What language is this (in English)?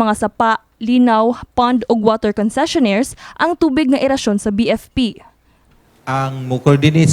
Cebuano